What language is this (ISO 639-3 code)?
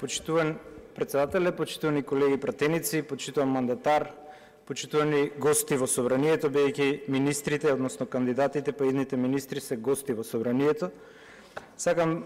mkd